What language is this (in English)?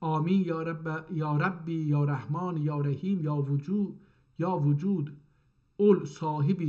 South Azerbaijani